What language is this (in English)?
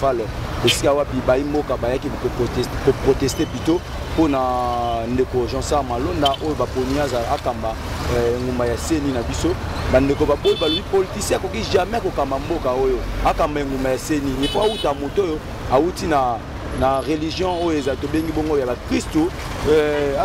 Lingala